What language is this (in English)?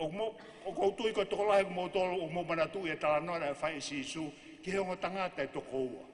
Tongan